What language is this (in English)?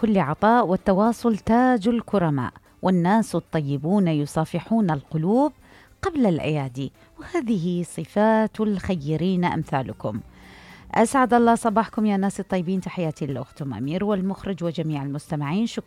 Mesopotamian Arabic